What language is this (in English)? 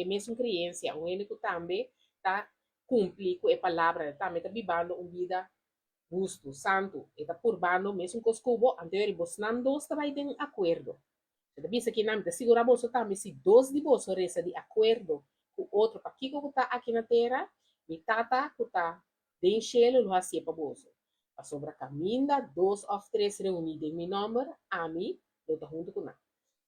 Papiamento